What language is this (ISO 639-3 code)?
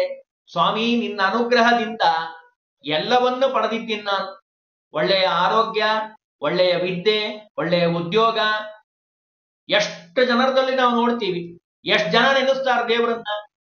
kan